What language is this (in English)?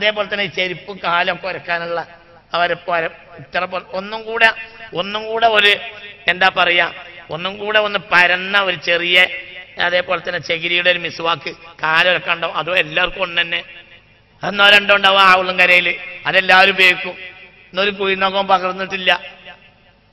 Malayalam